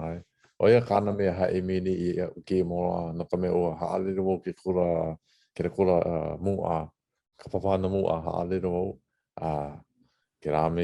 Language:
Hawaiian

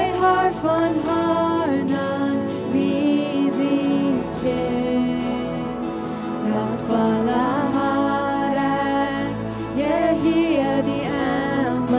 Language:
Plautdietsch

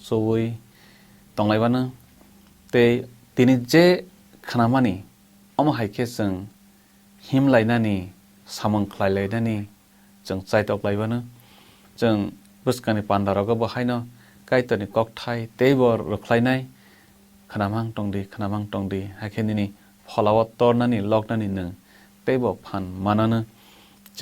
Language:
Kok Borok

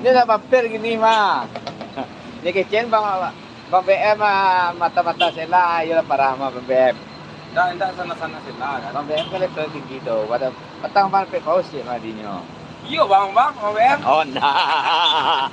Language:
Minangkabau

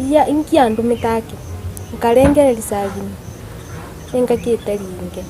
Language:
Gusii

